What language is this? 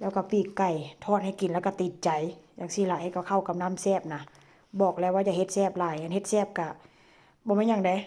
Northeastern Thai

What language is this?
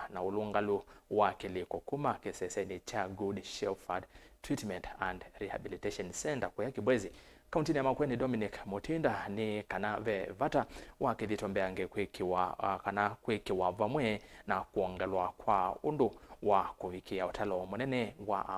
Kamba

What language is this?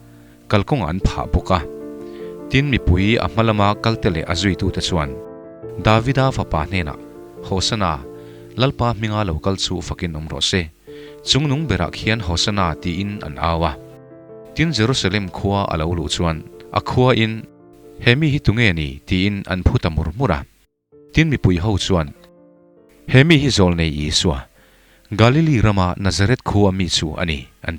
Mizo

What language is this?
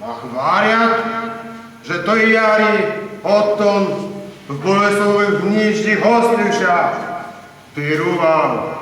Rusyn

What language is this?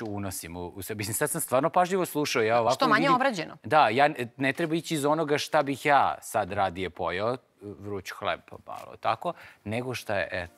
Serbian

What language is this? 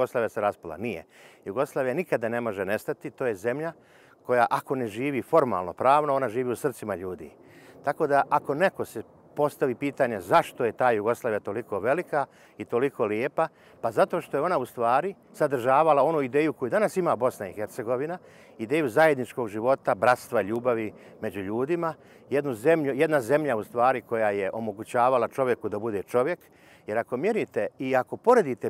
Bosnian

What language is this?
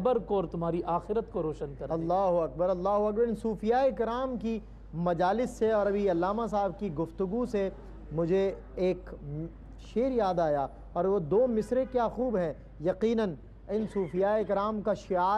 Urdu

